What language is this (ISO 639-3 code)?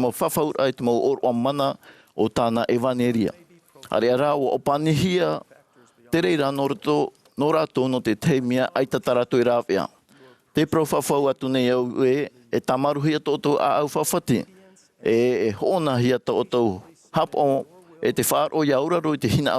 tah